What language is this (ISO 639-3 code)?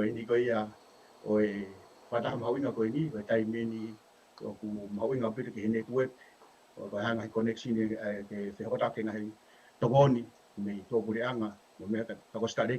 ton